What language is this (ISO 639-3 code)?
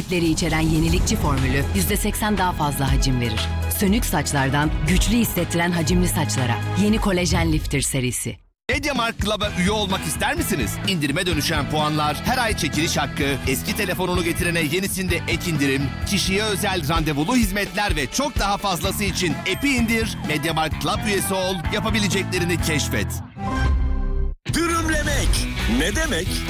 tur